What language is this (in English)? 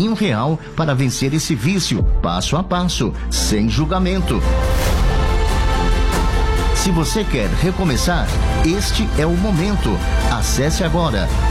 Portuguese